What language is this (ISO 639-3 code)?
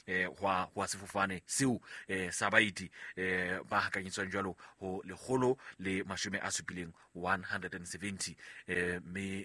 sot